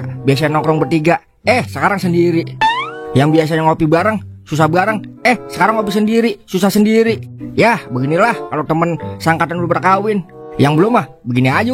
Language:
Betawi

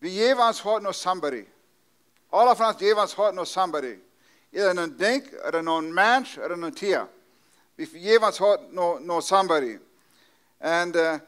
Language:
Plautdietsch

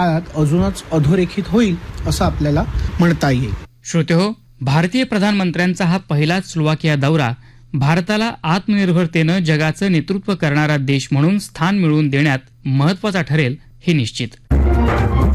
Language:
Marathi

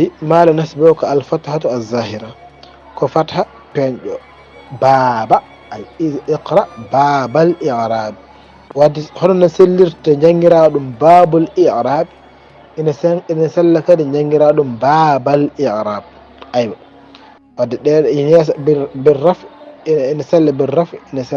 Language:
Fula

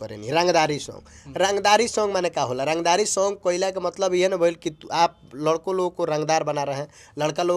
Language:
Bhojpuri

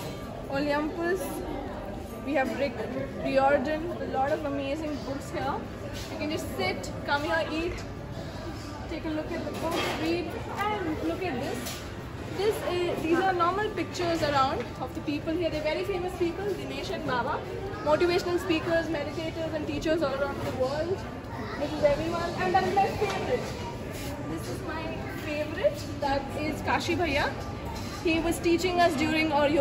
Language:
English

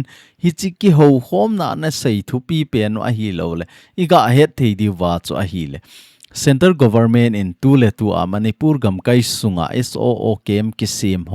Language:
Thado Chin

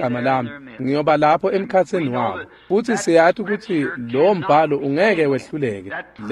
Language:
Swati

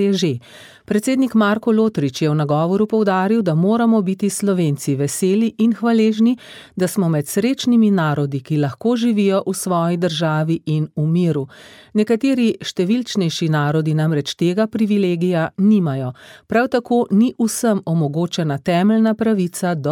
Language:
Slovenian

